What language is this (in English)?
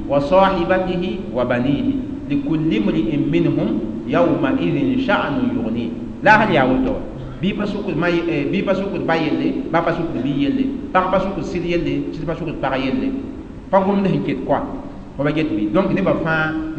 Mossi